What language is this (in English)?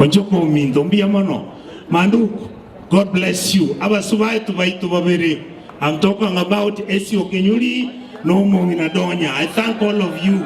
Gusii